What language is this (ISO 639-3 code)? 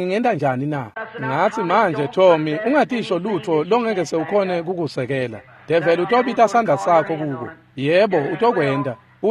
ssw